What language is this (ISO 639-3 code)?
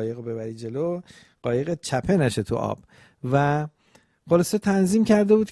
fas